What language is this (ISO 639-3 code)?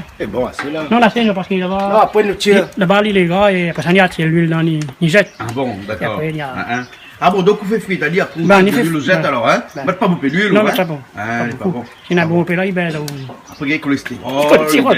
rcf